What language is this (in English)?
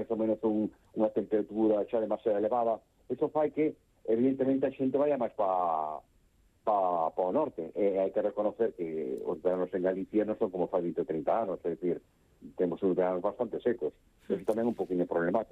Galician